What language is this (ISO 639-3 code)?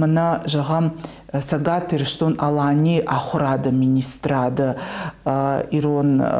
oss